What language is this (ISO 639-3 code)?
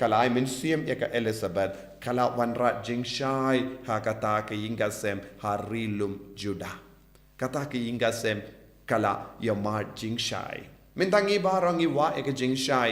kha